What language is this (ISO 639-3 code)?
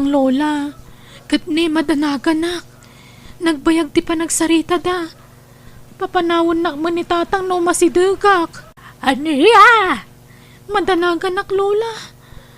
ilo